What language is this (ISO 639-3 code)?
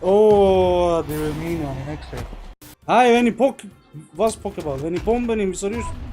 gsw